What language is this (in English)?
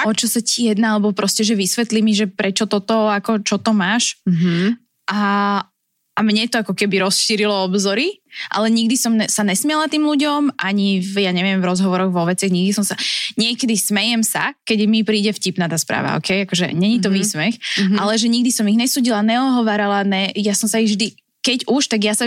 Slovak